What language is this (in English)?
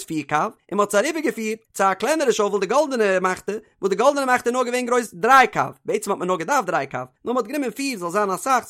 Yiddish